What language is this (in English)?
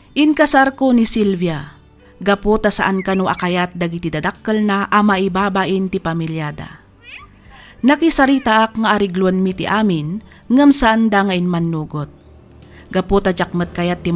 Iloko